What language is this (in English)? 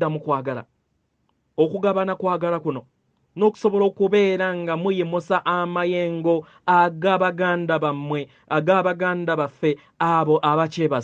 Ganda